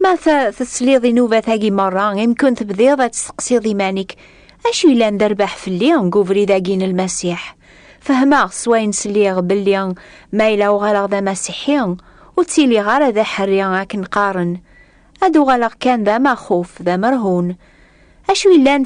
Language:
Kabyle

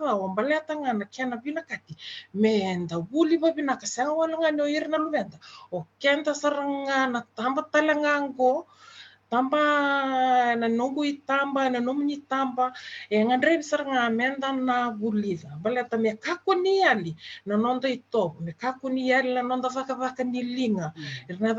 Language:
Fijian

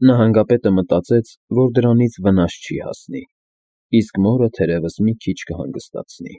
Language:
Armenian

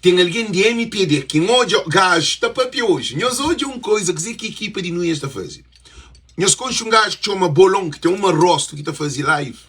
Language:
Kabuverdianu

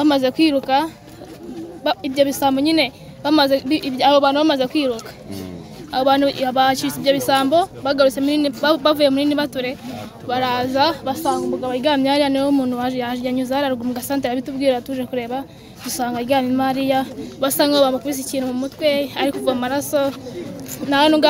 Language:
Kinyarwanda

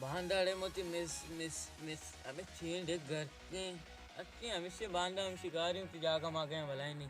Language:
Baluchi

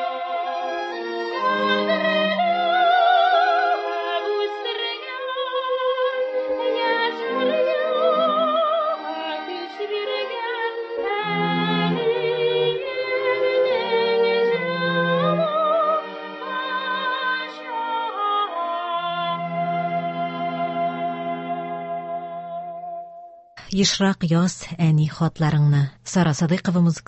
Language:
Tatar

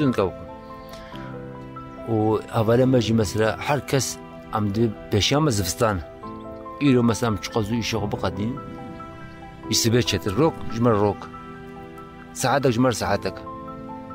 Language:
Kurdish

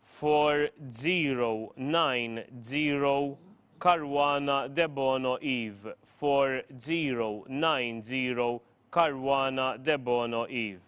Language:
English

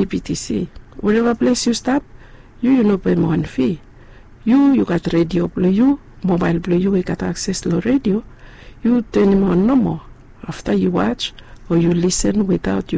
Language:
Bislama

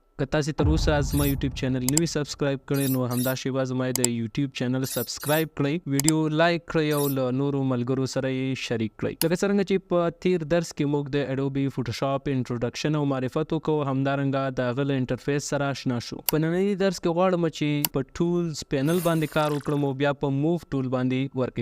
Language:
Pashto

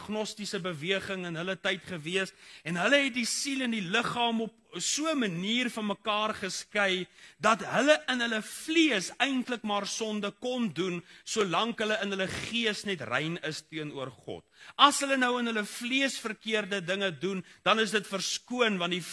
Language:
Afrikaans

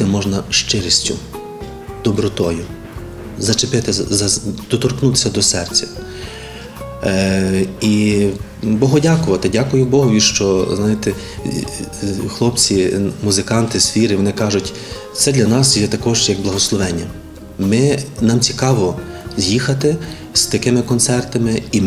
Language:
Ukrainian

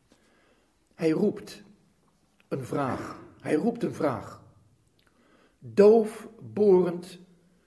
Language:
Dutch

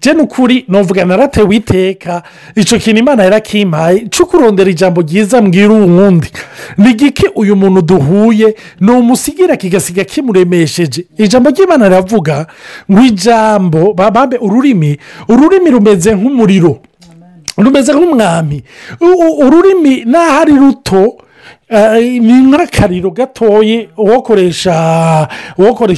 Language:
Rundi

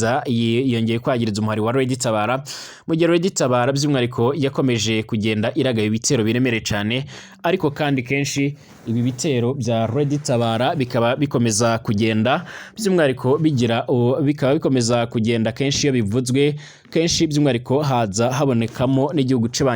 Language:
Rundi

